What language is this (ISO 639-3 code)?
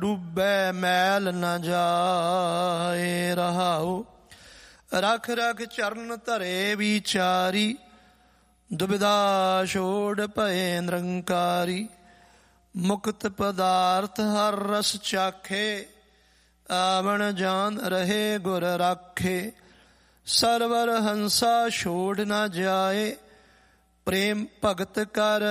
pan